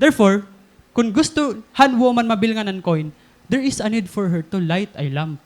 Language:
Waray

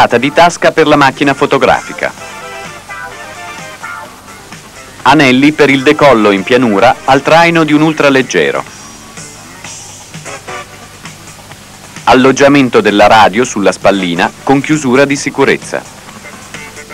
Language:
Italian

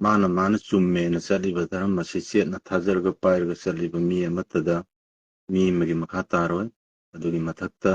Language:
Manipuri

